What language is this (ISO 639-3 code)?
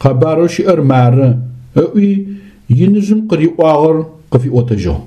ady